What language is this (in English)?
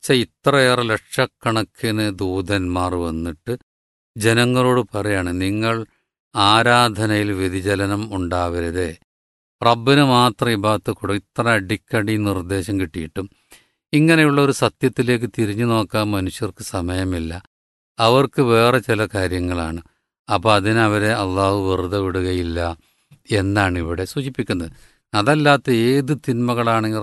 Malayalam